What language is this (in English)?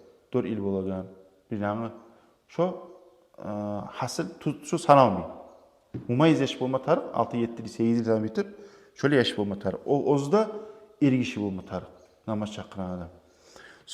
Kumyk